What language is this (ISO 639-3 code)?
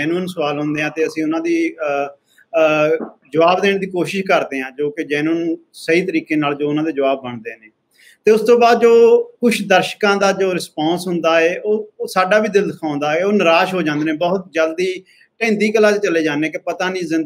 pan